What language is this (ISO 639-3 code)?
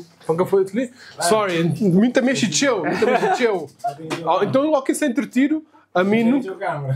kea